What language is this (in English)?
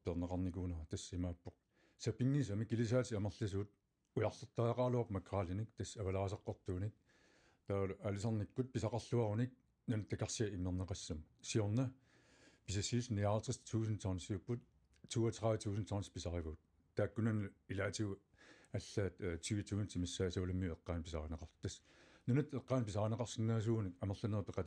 Kalaallisut